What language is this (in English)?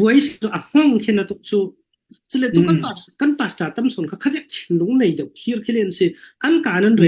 Falam Chin